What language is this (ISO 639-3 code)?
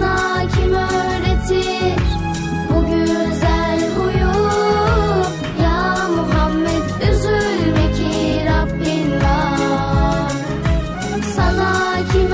tur